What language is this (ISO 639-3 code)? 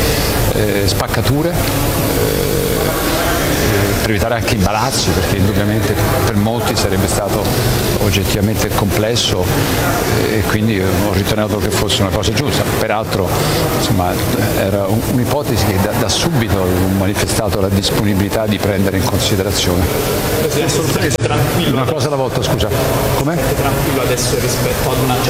ita